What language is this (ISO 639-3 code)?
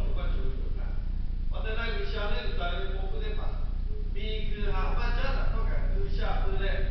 lhu